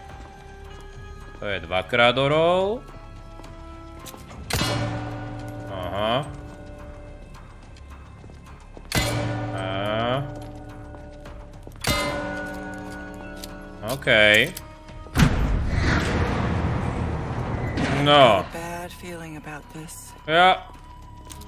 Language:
Slovak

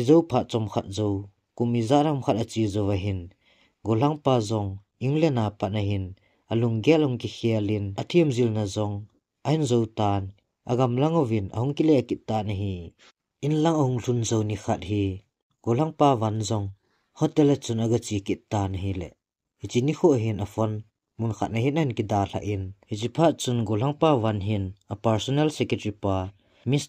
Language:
Thado Chin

